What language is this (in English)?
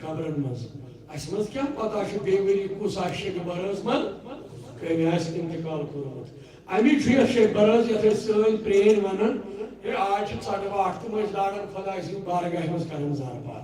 Kashmiri